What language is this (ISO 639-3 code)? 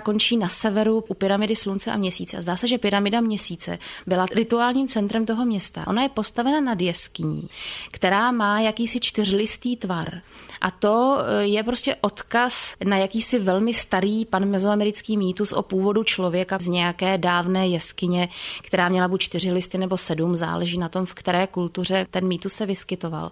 ces